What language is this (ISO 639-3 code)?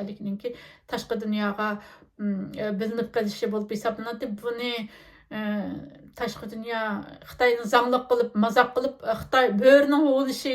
uig